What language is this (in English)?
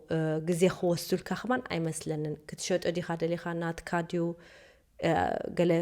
Tigrinya